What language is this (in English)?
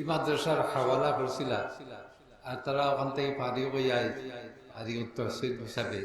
Sylheti